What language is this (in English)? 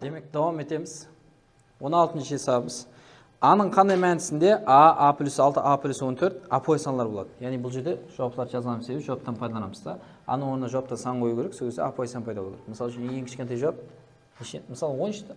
Kara-Kalpak